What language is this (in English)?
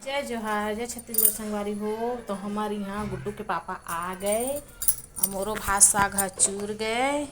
Chhattisgarhi